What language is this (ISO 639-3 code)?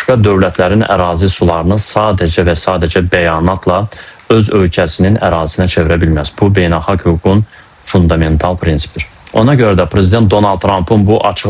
aze